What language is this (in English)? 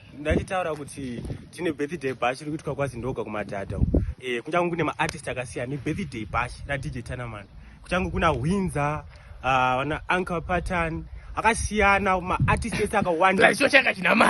Shona